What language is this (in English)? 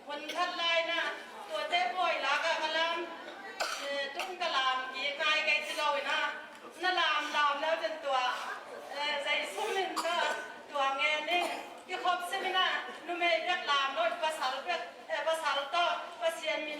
Tedim Chin